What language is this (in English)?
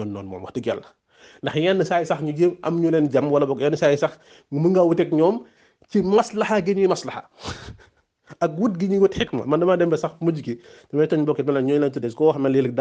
Wolof